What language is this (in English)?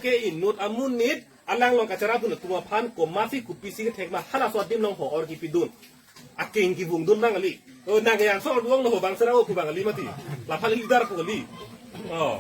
Karbi